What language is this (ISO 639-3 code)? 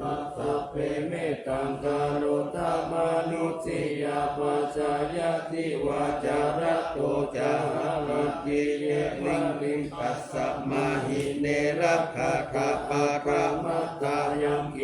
pli